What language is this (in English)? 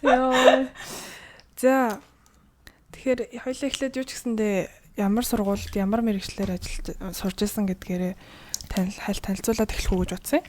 Mongolian